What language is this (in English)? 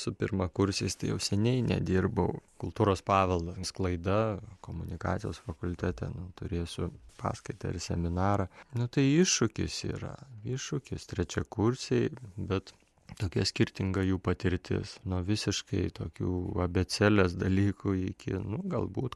Lithuanian